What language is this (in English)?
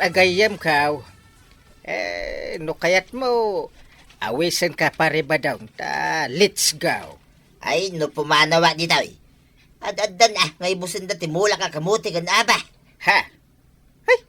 Iloko